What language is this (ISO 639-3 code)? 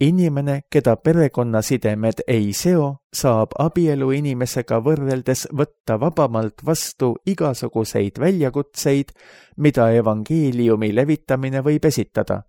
est